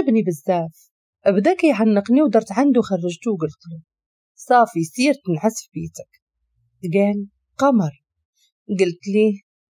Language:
Moroccan Arabic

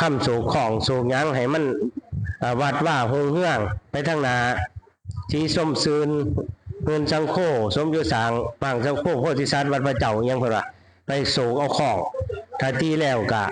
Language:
Northeastern Thai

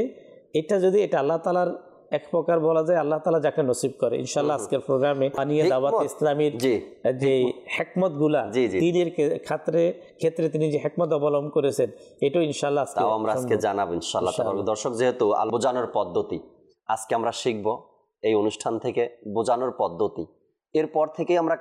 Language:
Bangla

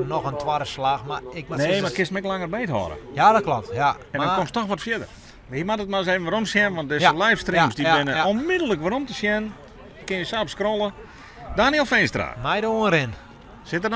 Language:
Western Frisian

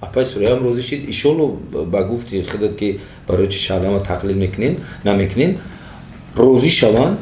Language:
Tajik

